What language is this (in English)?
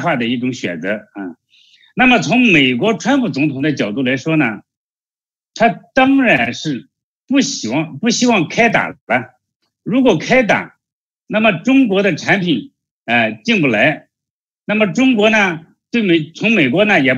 Chinese